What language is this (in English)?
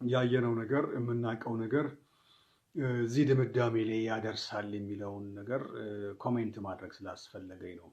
Amharic